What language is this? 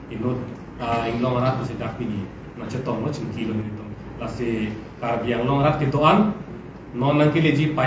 Karbi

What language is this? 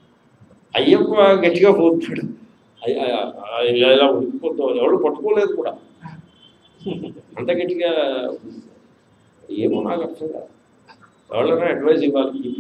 Telugu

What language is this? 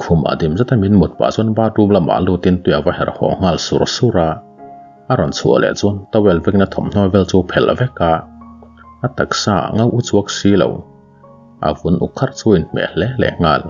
Mizo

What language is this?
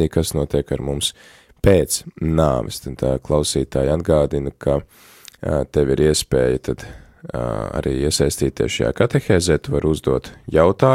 Latvian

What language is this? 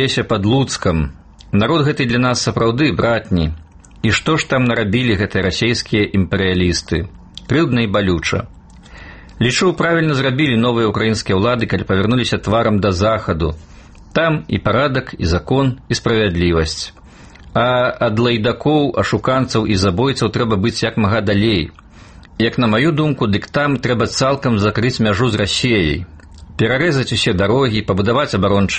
Belarusian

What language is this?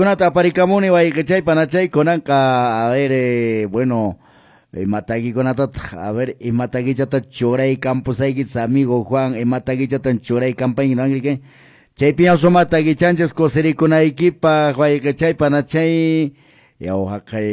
Quechua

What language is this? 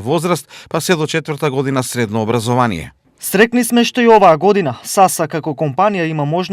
Macedonian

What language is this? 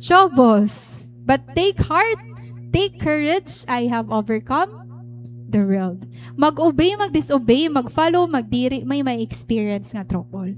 Waray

